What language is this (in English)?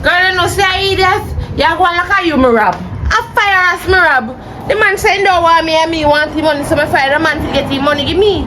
Jamaican Creole English